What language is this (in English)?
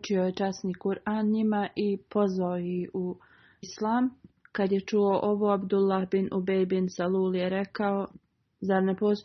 Bosnian